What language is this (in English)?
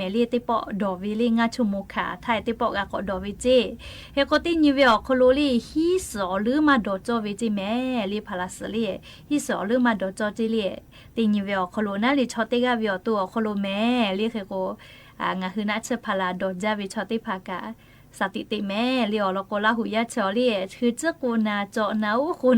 Lahu